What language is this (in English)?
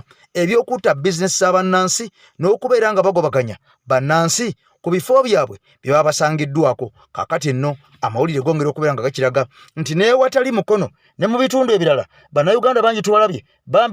Ganda